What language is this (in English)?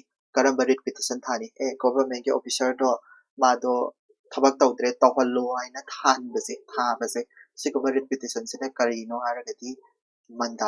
Manipuri